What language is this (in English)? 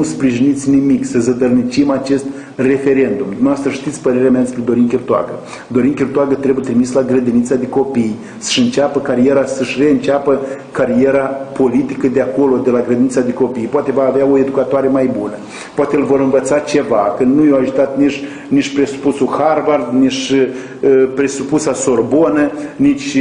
Romanian